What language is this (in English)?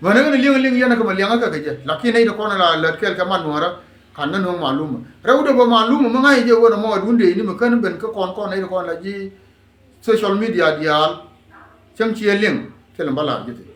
Nuer